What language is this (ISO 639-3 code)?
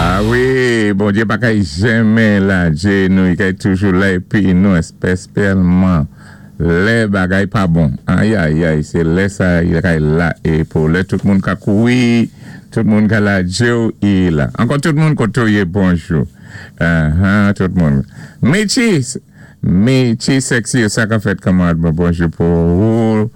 acf